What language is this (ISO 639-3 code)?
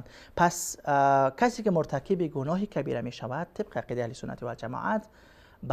fas